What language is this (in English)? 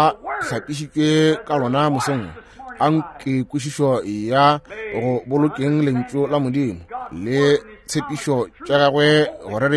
Northern Sotho